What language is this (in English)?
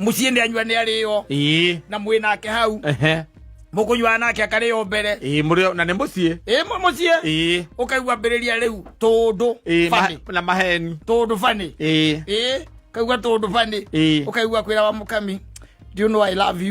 Kikuyu